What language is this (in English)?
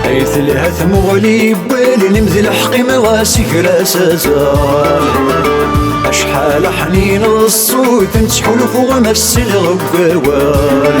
Kabyle